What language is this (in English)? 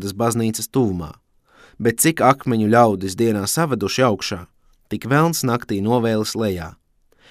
Latvian